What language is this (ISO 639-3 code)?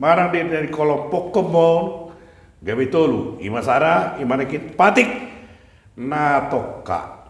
bbc